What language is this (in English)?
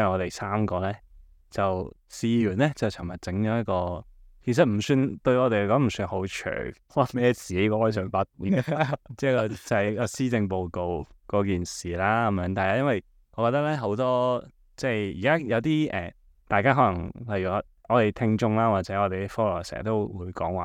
Cantonese